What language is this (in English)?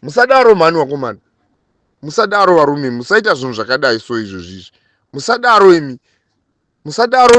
Shona